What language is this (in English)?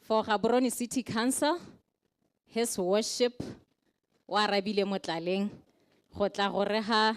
Tswana